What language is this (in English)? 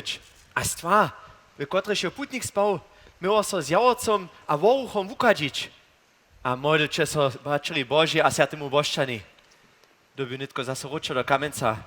Upper Sorbian